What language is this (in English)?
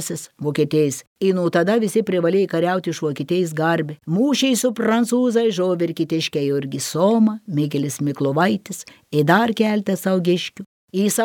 Lithuanian